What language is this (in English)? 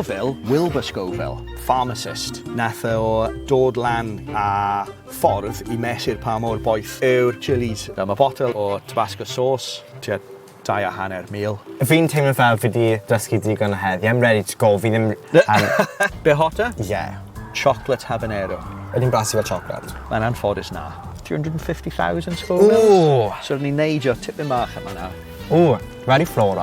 Welsh